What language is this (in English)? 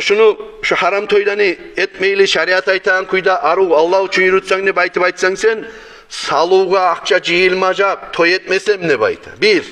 Kumyk